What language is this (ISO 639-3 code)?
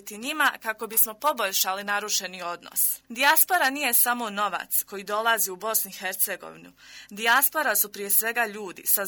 bos